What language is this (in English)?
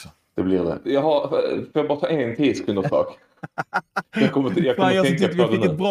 Swedish